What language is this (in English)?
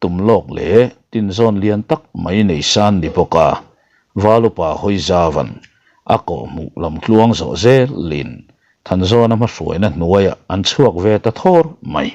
Mizo